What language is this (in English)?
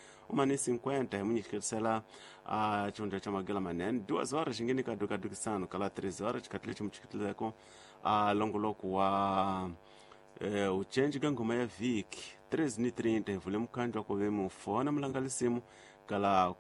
Tsonga